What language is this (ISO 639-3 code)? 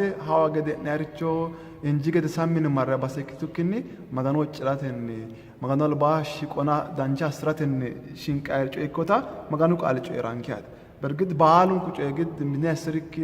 sid